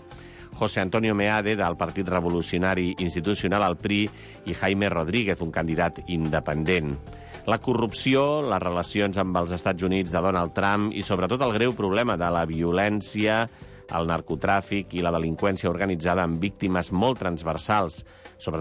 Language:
Catalan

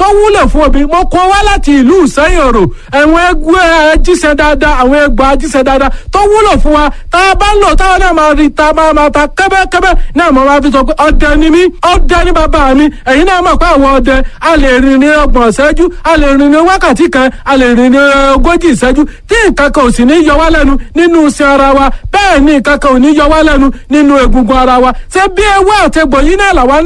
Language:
Yoruba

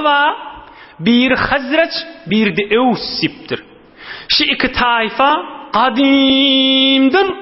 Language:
Turkmen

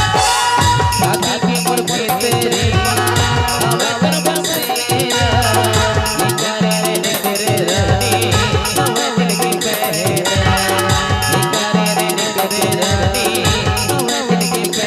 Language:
Chhattisgarhi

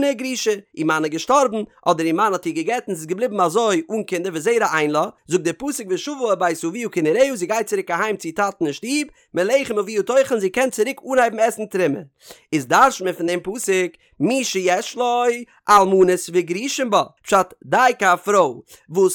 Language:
Yiddish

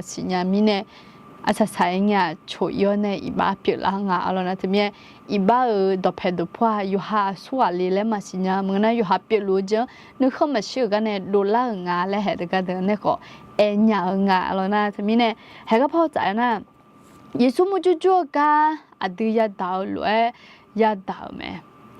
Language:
Akha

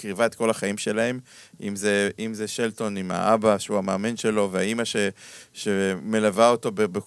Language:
Hebrew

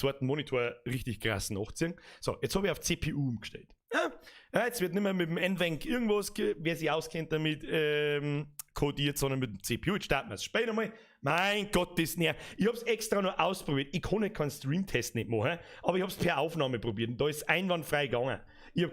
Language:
Bavarian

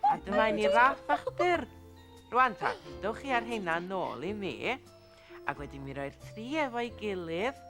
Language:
Welsh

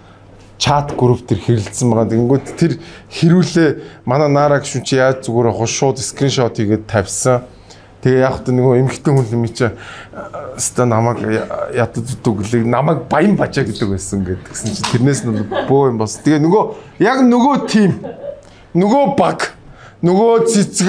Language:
Mongolian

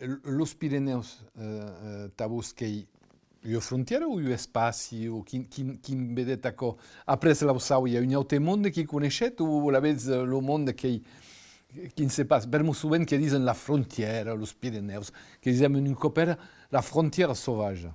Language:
Occitan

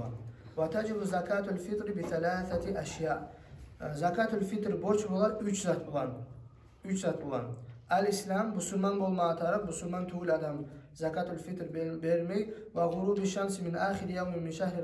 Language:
Kumyk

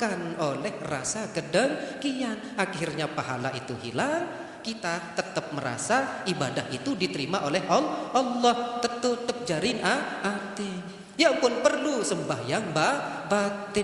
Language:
Sasak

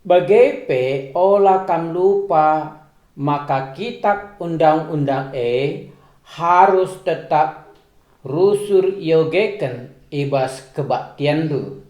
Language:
Batak Karo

